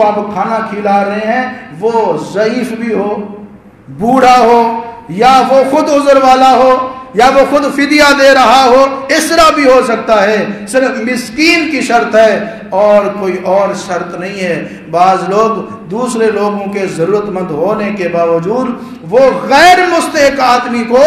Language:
Urdu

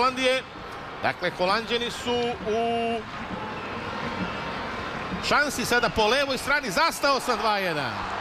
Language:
Serbian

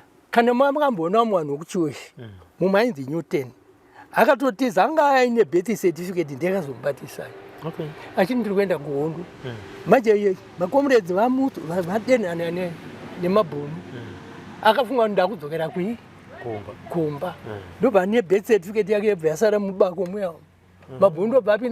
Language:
Shona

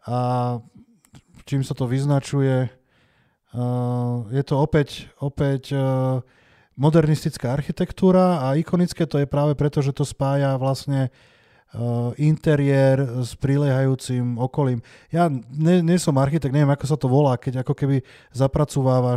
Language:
Slovak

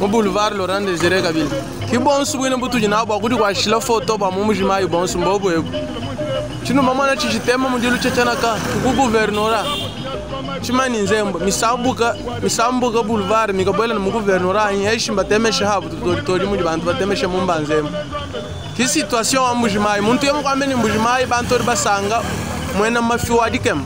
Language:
Luba-Lulua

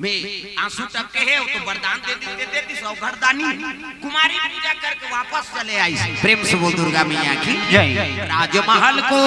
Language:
Chhattisgarhi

